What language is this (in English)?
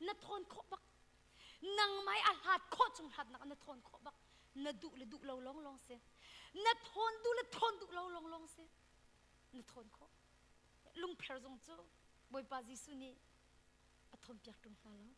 Hakha Chin